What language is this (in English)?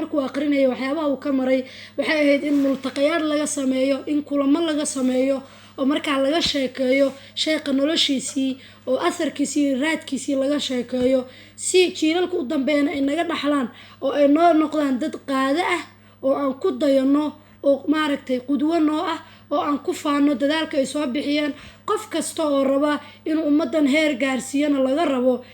Somali